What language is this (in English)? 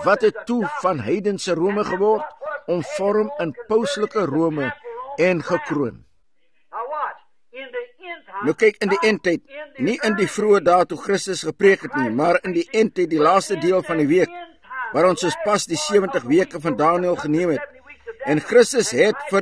Afrikaans